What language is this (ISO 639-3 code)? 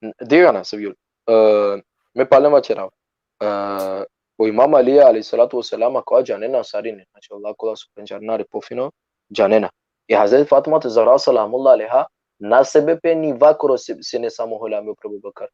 rmn